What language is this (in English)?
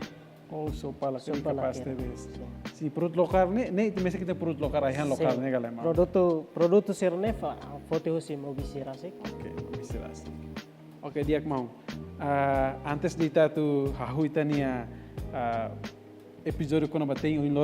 Tetum